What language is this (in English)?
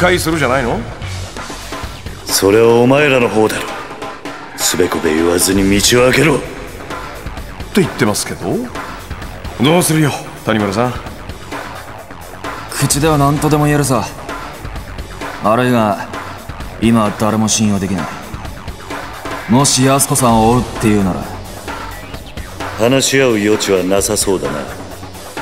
Japanese